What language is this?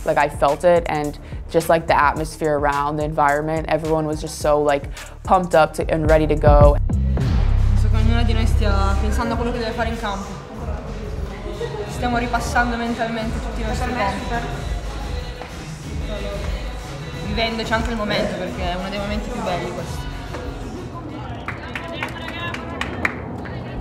Italian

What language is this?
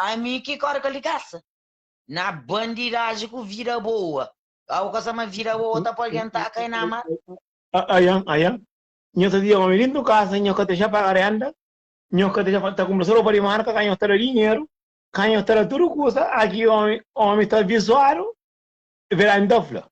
Kabuverdianu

